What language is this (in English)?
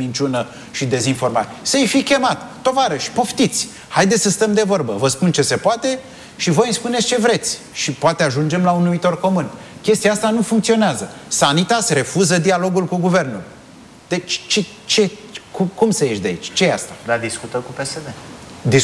Romanian